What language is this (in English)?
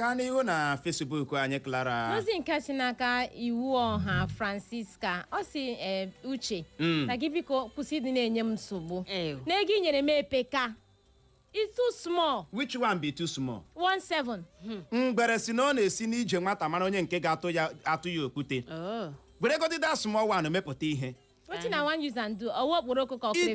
Igbo